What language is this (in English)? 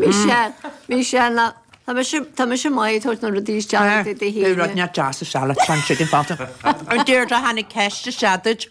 Irish